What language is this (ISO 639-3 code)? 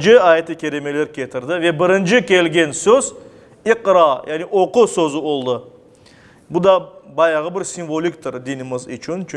crh